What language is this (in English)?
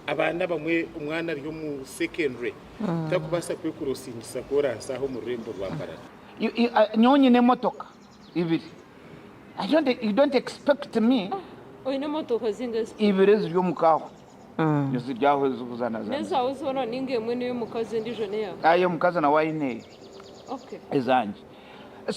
Nyankole